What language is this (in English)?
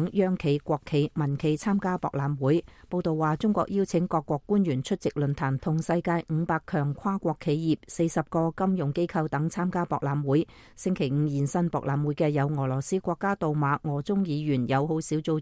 Cantonese